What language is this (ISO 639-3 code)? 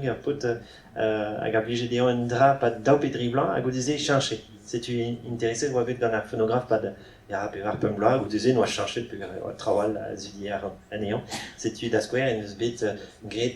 bre